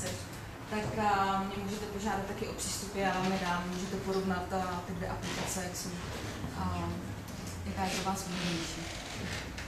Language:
Czech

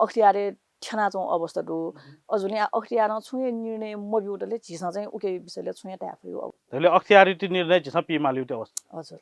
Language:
Newari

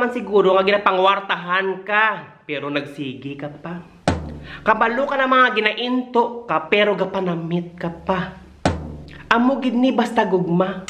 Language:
Hiligaynon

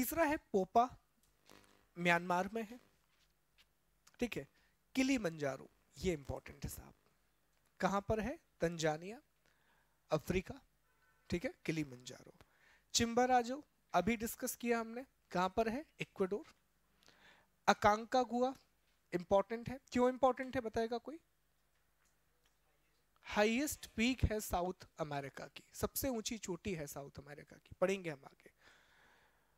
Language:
Hindi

